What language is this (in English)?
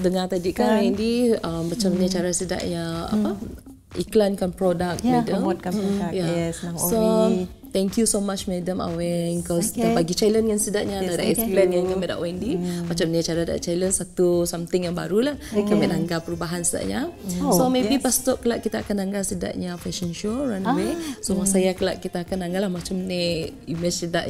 Malay